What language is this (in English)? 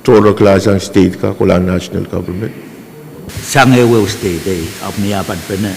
Pohnpeian